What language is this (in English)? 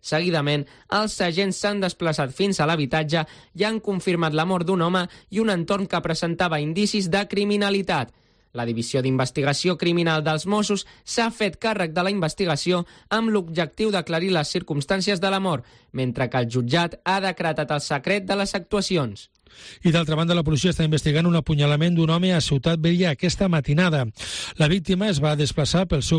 Catalan